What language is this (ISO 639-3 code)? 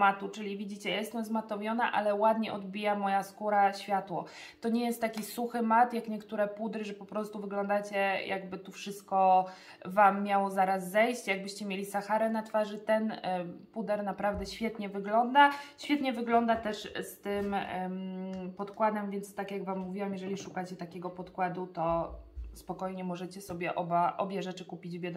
pol